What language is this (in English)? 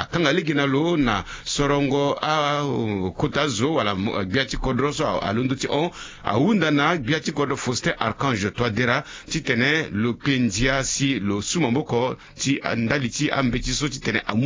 Sango